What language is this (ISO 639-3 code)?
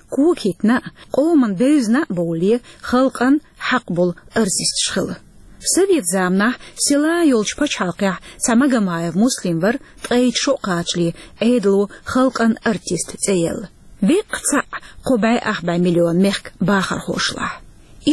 che